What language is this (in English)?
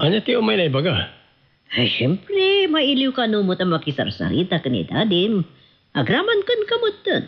Iloko